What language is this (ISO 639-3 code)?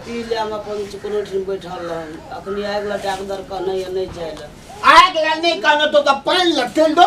mai